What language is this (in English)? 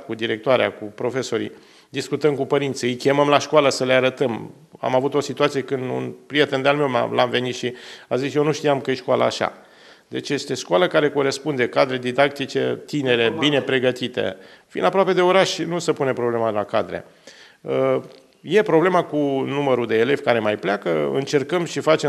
Romanian